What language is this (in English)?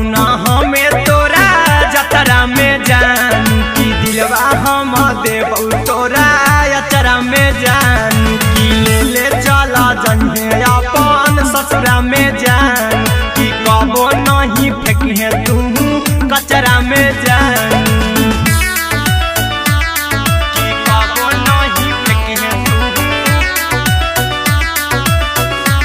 Bhojpuri